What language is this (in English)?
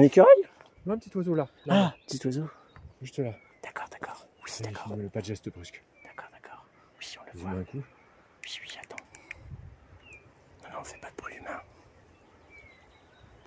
French